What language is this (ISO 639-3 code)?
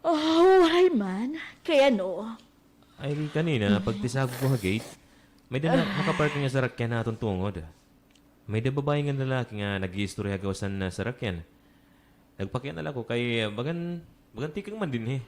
war